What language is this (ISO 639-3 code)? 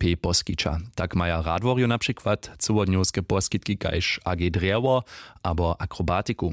hsb